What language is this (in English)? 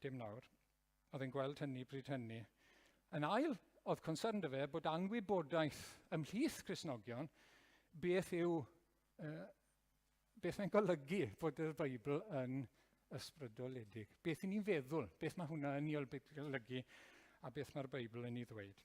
Welsh